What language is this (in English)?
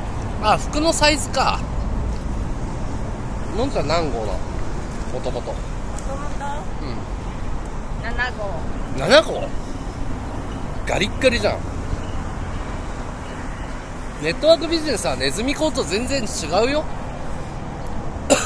Japanese